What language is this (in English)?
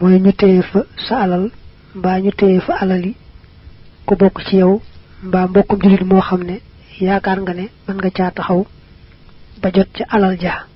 Wolof